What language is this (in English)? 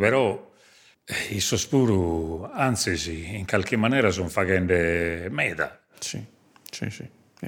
Sardinian